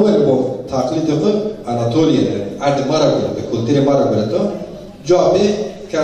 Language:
Zaza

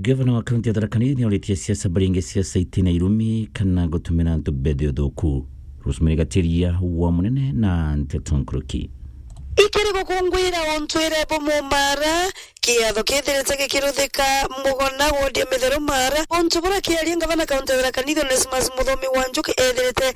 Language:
Meru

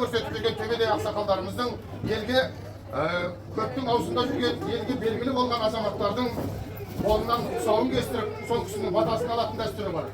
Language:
Kazakh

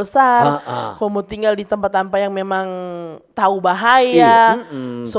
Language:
Manado Malay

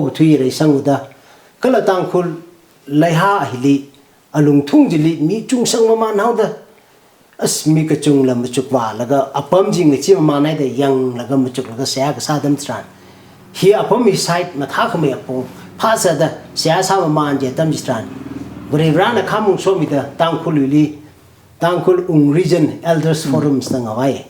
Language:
Tangkhul Naga (India)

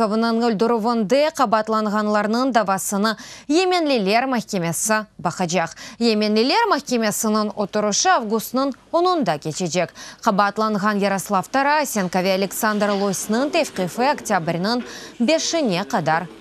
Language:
Crimean Tatar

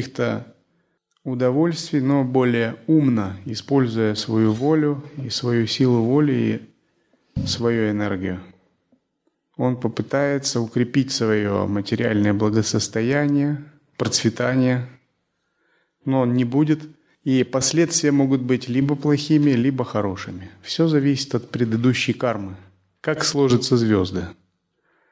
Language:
Russian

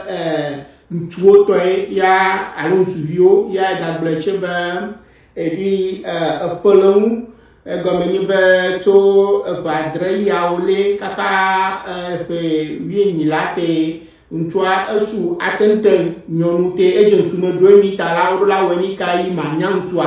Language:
Ewe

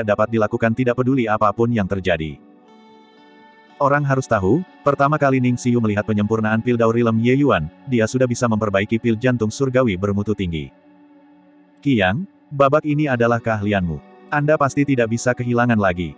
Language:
Indonesian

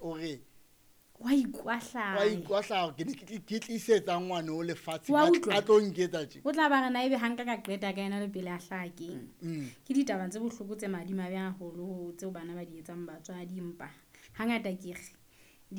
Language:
Southern Sotho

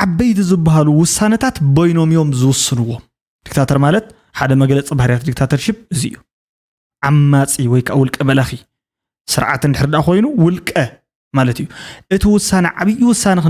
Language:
Tigrinya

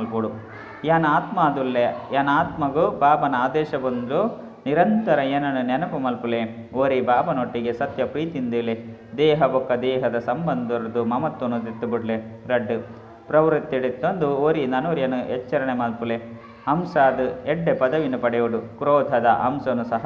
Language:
Tulu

